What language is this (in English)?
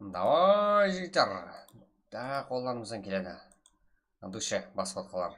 Kara-Kalpak